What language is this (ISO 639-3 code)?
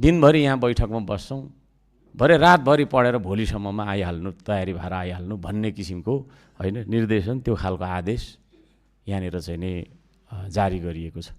nep